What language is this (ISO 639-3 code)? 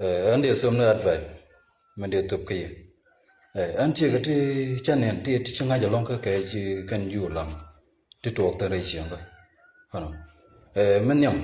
nus